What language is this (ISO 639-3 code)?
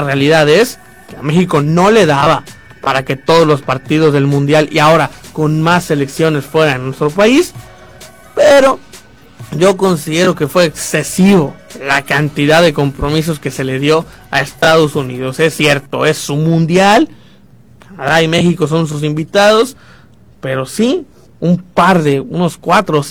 spa